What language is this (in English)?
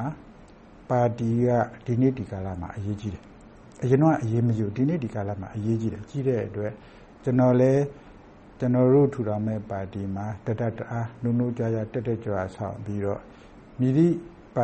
Burmese